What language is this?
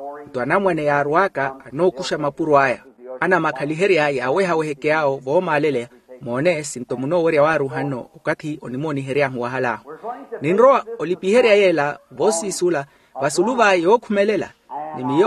Makhuwa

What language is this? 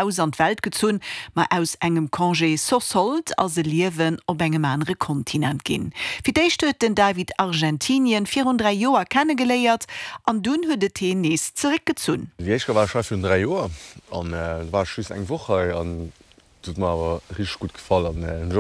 Luxembourgish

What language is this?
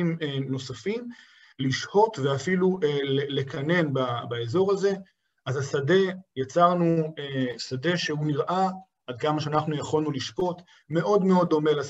Hebrew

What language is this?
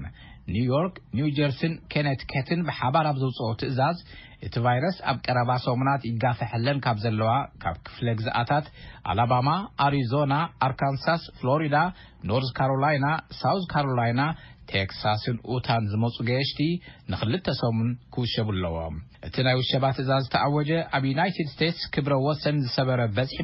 Tigrinya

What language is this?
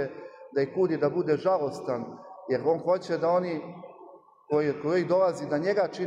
Serbian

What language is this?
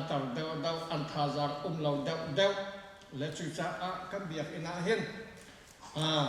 Hakha Chin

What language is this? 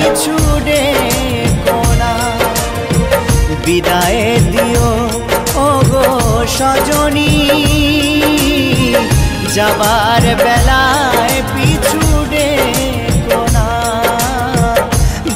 Bangla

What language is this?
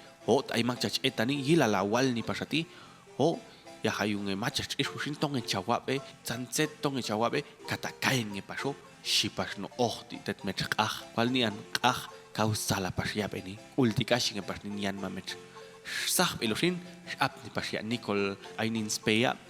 Popti'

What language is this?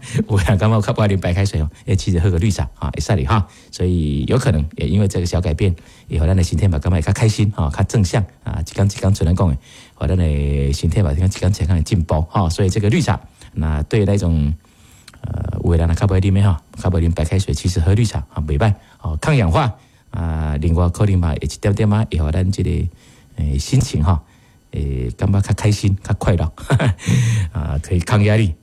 Min Nan Chinese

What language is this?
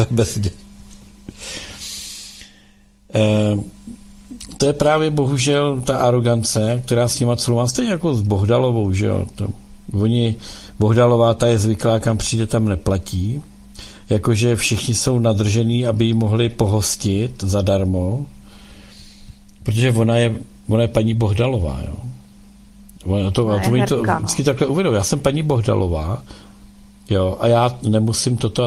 Czech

